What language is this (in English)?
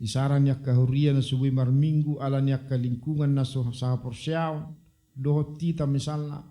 Batak Toba